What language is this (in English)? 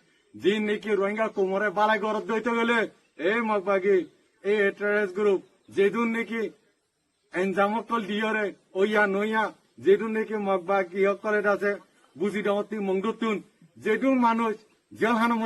Rohingya